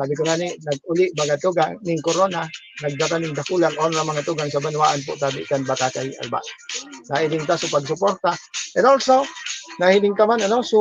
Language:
Bikol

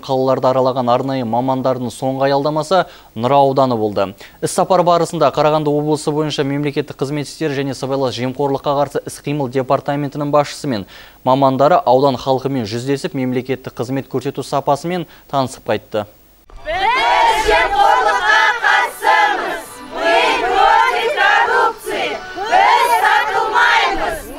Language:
Kazakh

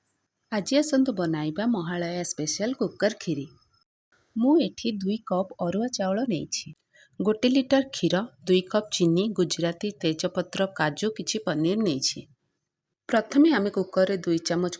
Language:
Odia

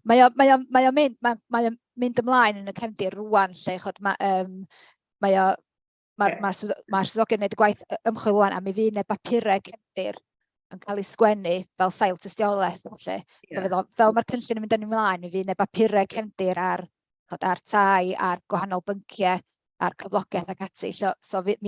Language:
Welsh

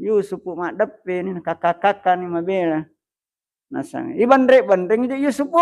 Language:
Buginese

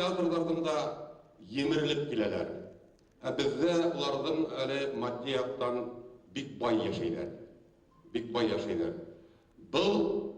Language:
Bashkir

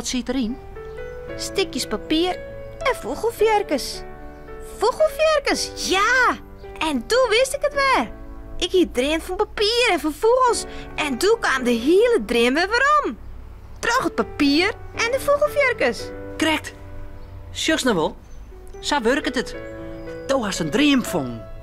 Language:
Western Frisian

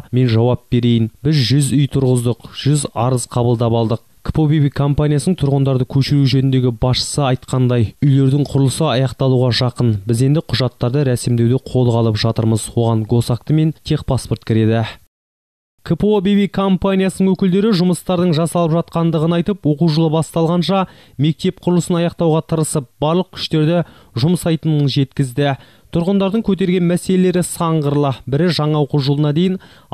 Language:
Kazakh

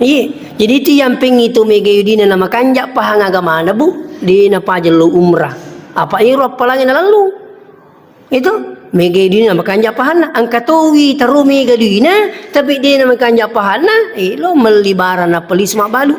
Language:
Buginese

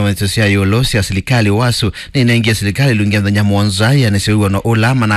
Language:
Kamba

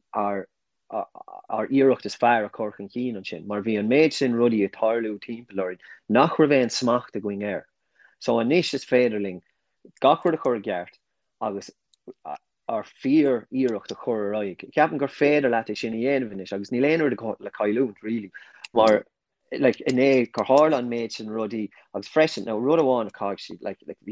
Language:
Irish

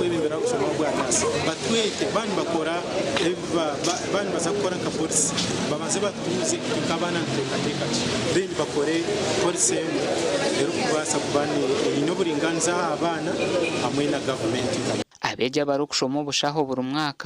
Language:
Nyankole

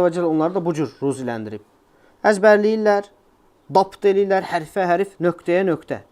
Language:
Azerbaijani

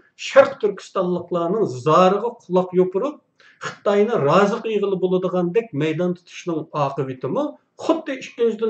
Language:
Uyghur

